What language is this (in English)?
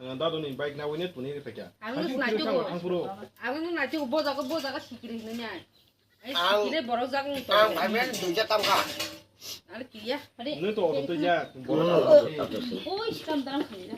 Kok Borok